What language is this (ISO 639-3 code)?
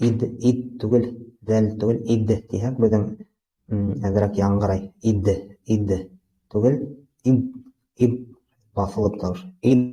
bak